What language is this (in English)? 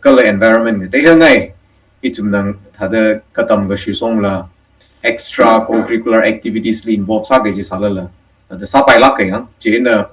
Tangkhul Naga (India)